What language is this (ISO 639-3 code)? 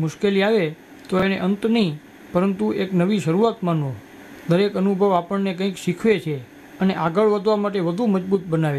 guj